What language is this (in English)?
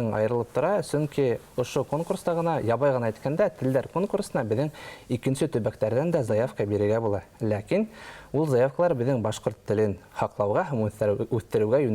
Bashkir